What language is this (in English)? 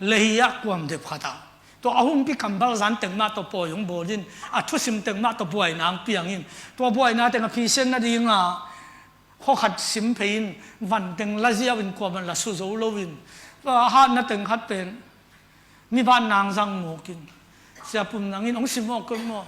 Tedim Chin